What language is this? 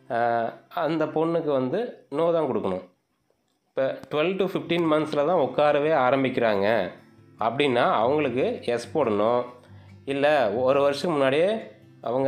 Tamil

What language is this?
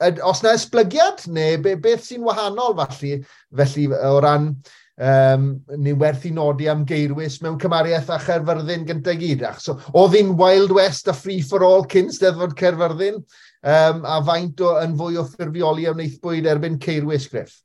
Welsh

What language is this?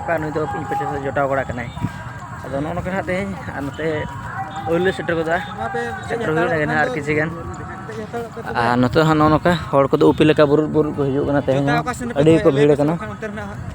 Santali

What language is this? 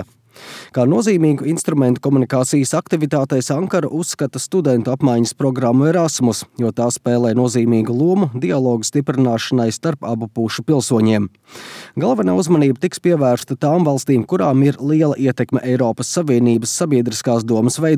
Latvian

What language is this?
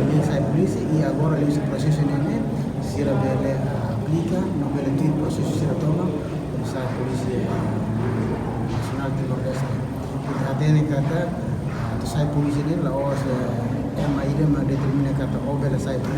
Tetum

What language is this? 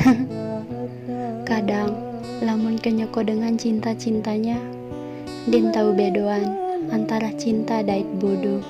Sasak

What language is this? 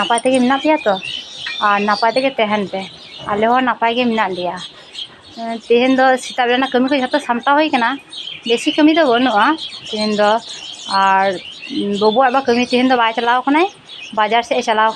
Santali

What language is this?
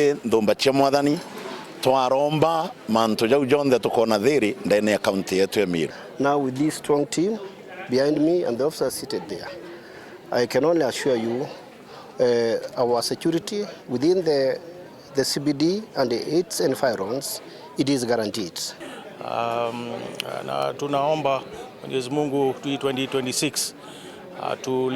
Meru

